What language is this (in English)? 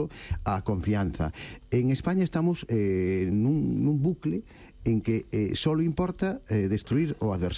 Galician